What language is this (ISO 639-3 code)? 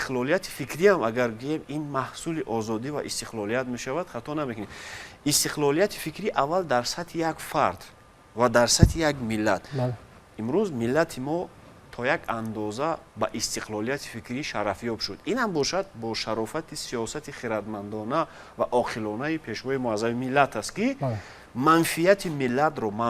tgk